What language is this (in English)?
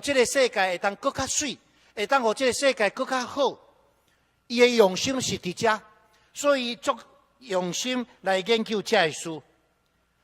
Min Nan Chinese